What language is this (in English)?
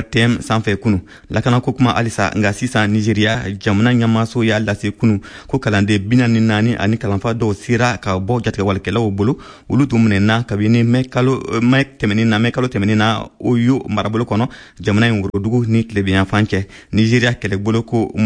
Bambara